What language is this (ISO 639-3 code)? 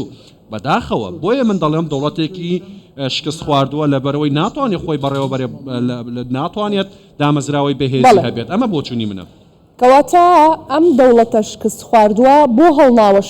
ckb